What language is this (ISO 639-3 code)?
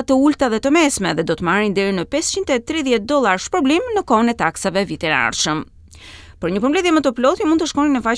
sqi